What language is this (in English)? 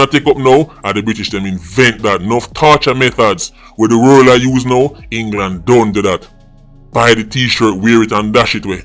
Jamaican Creole English